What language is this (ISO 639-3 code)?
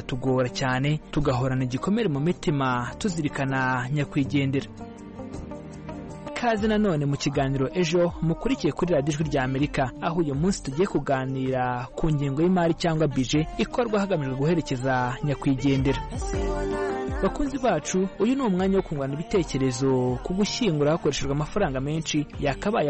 kin